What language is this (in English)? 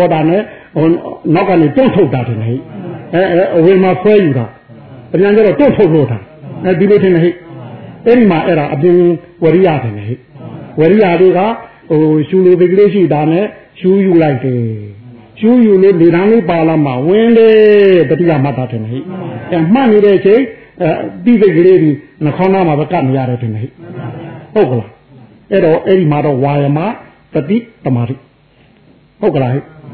Burmese